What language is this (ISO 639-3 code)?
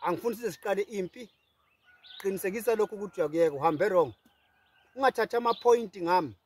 zul